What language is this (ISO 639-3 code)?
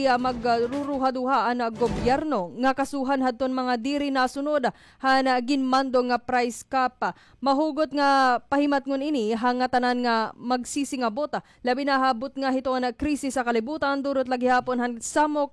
war